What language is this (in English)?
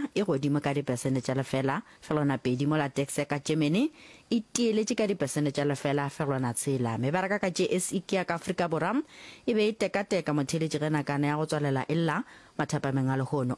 Northern Sotho